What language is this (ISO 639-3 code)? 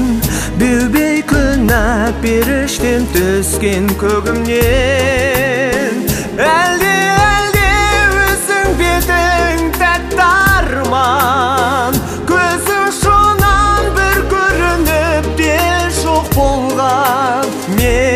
kaz